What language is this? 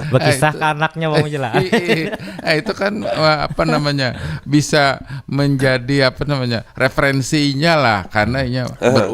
Banjar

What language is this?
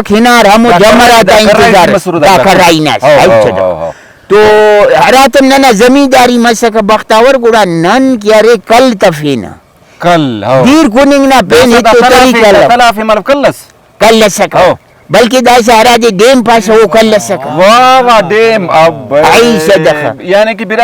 Brahui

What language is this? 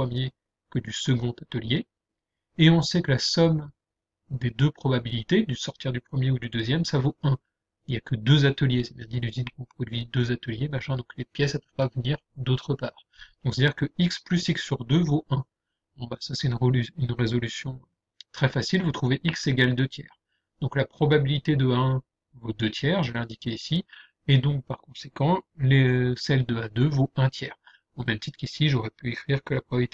French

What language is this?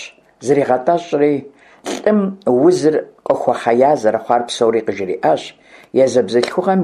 Kabardian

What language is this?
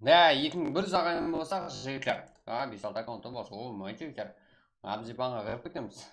Kara-Kalpak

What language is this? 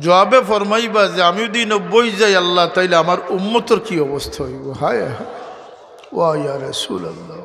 Sylheti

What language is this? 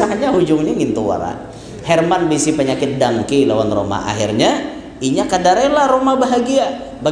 Banjar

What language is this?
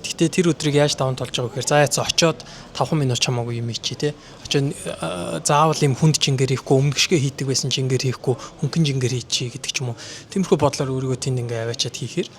Mongolian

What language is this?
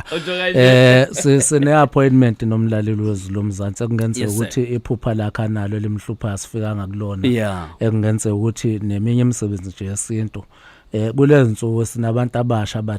Zulu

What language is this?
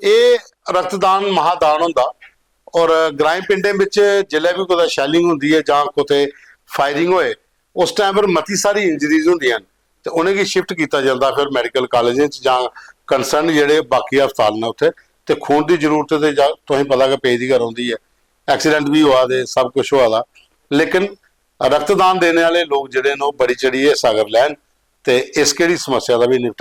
Dogri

